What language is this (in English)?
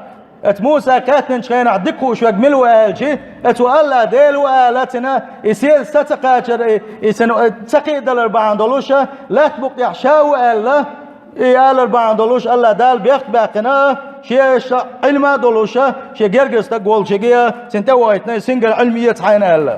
Chechen